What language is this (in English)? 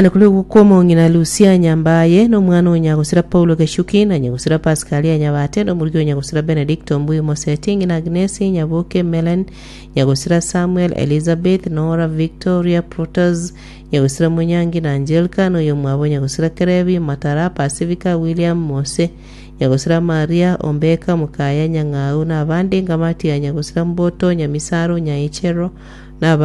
Gusii